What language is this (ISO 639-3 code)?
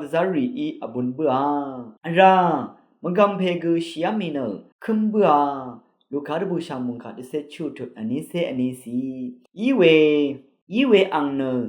raw